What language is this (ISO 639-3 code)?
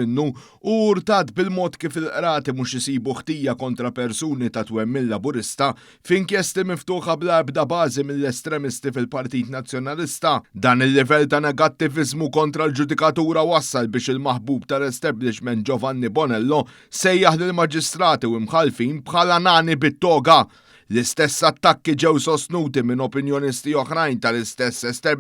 mlt